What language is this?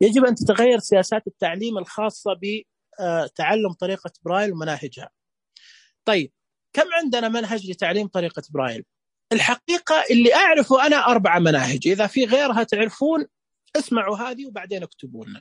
Najdi Arabic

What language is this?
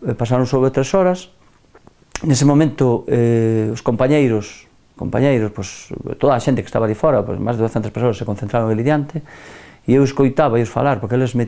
Galician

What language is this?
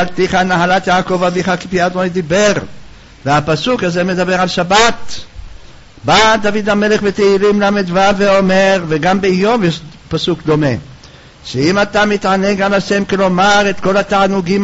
Hebrew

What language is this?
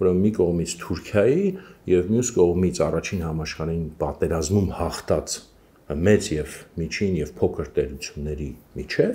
Armenian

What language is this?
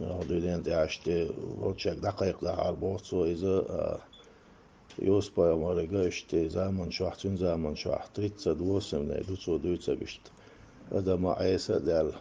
Chechen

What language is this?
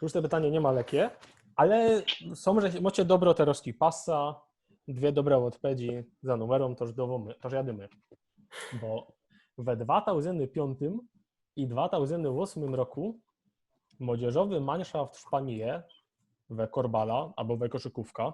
Silesian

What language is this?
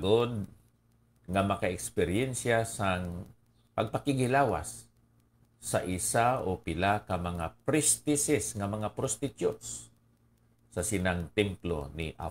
Hiligaynon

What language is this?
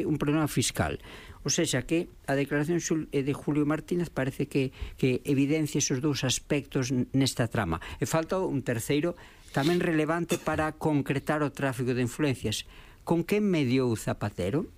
Galician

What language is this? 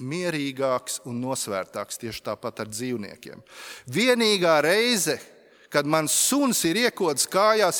Latvian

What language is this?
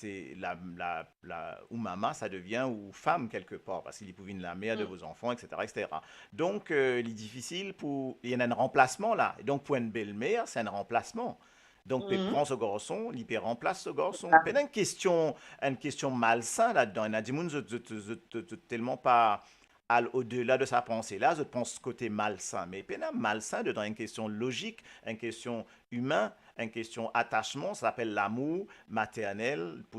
Morisyen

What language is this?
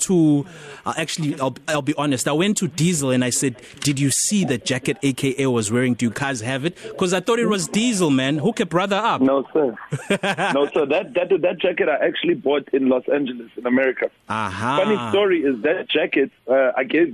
English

